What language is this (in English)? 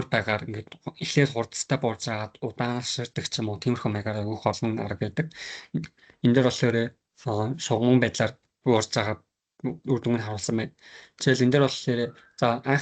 Mongolian